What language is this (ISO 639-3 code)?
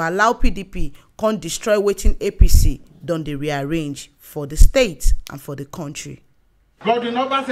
pcm